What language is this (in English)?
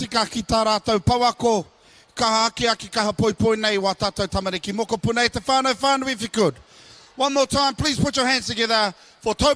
Māori